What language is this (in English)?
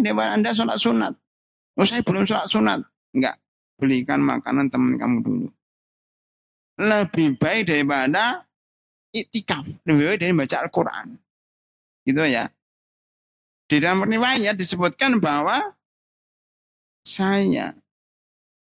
Indonesian